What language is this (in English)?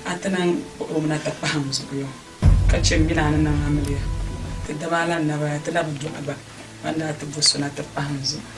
Dagbani